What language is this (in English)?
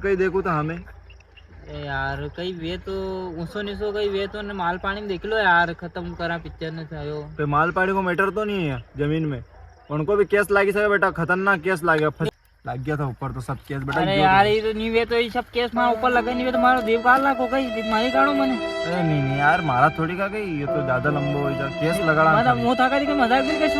Rajasthani